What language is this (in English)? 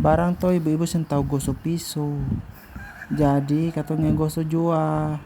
Ambonese Malay